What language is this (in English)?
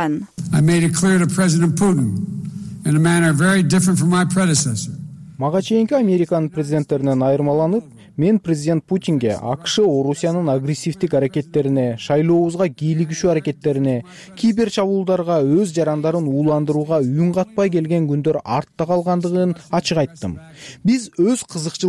Kyrgyz